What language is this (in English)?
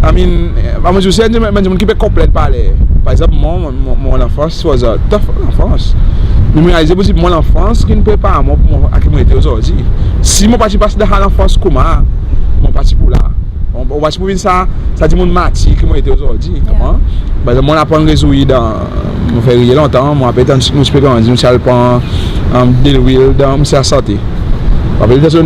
Seselwa Creole French